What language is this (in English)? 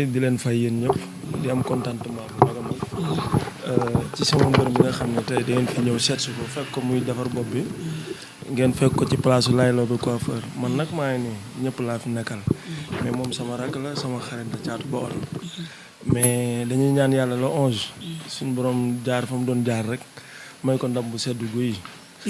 Wolof